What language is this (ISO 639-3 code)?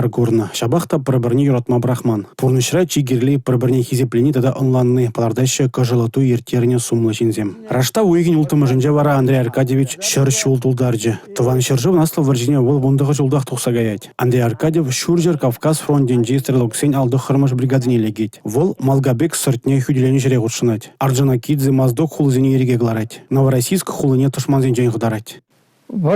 chv